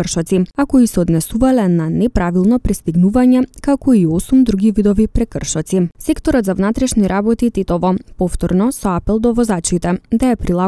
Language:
Macedonian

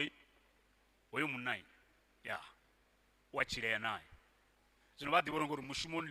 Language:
Venda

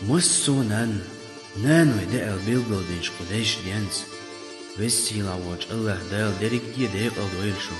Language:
Chechen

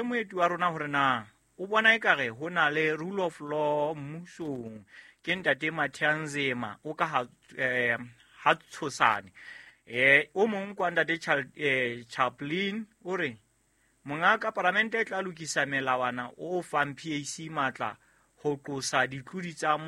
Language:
Southern Sotho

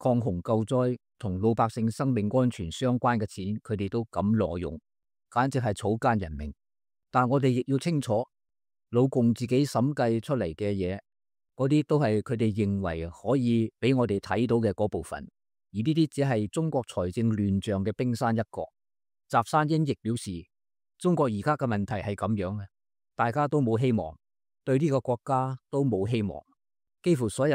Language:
Cantonese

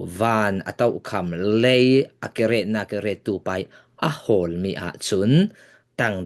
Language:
Falam Chin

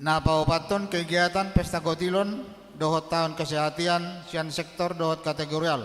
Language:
Batak Toba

